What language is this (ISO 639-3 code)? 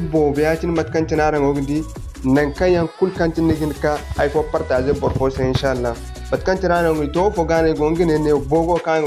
dje